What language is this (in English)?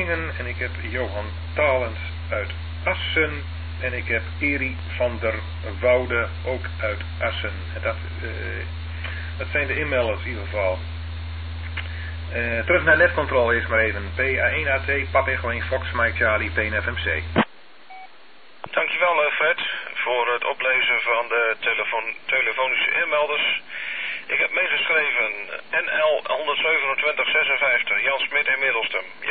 Dutch